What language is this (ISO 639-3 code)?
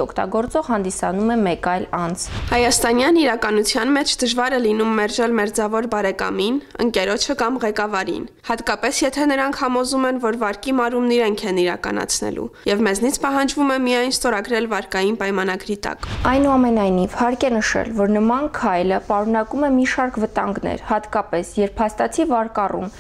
hye